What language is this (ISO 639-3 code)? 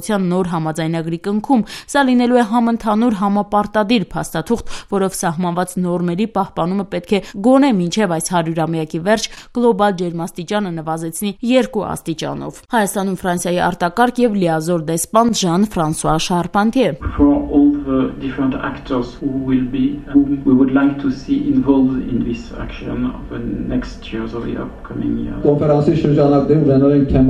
hye